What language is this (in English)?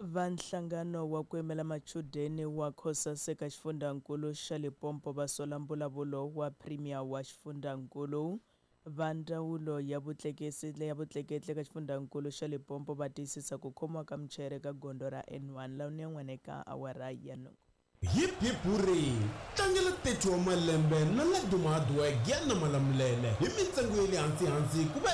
Tsonga